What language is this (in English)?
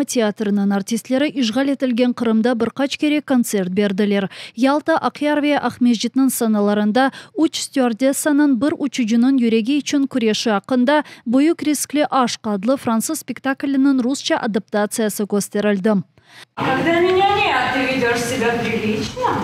Crimean Tatar